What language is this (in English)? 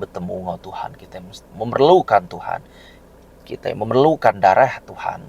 Iban